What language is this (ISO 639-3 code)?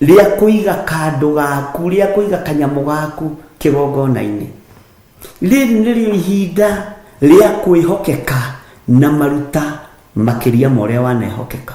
kik